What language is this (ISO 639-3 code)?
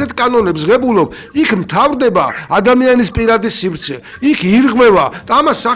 kat